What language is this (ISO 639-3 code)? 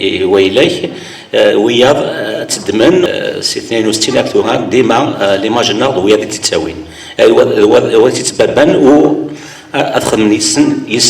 kab